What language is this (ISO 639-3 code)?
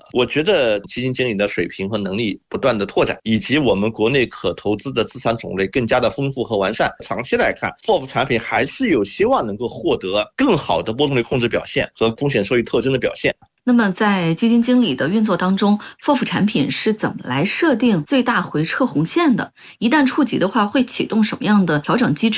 zho